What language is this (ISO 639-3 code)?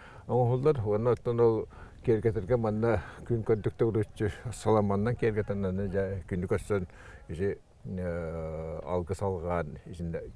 sah